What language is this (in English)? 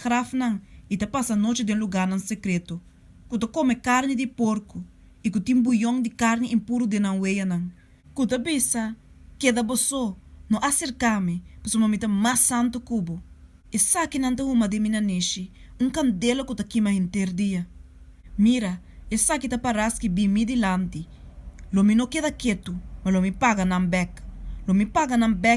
Papiamento